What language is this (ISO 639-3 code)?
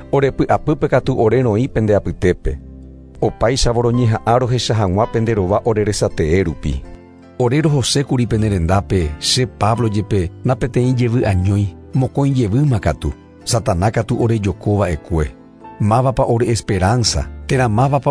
grn